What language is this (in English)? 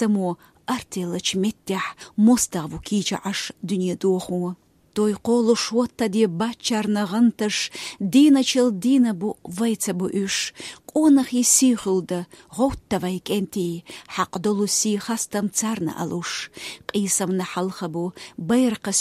Chechen